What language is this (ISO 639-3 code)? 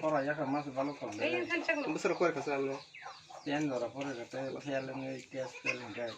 trp